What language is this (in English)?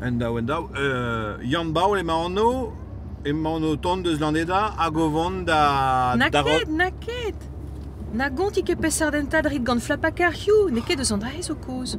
Breton